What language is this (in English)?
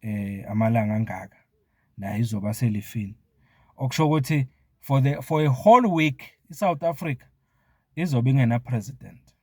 Zulu